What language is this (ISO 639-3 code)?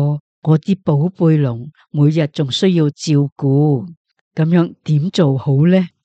yue